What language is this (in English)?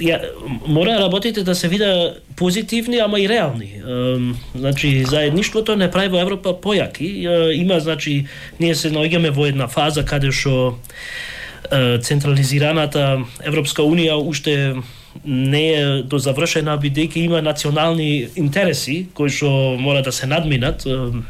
Macedonian